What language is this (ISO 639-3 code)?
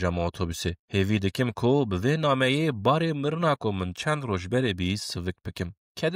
kur